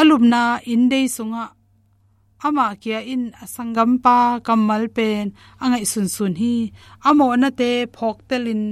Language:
Tedim Chin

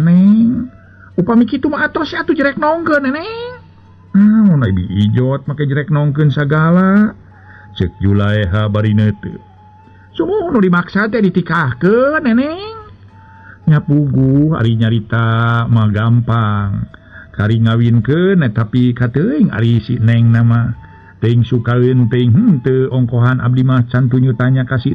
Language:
Sundanese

